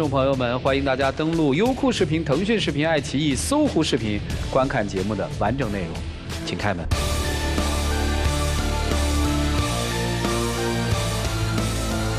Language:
Chinese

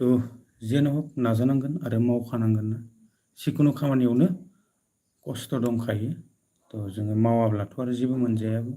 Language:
Bodo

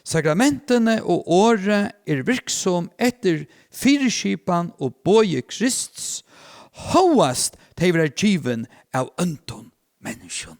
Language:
Faroese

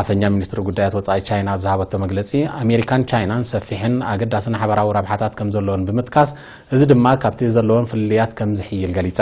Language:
Tigrinya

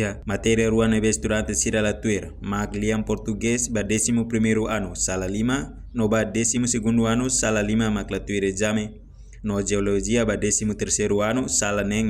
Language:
Tetum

